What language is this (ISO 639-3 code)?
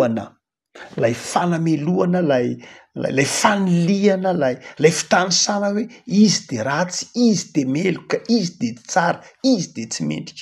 mlg